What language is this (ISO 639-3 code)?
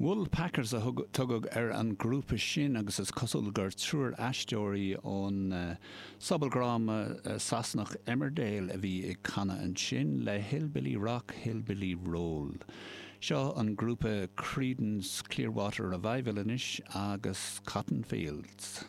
gle